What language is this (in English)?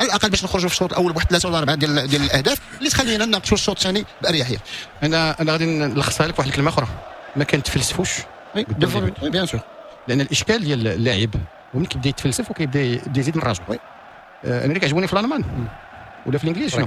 Moroccan Arabic